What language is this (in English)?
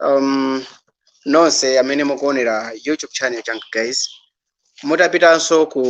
Nyanja